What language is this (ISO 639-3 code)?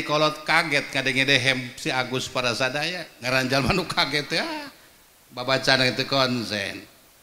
sun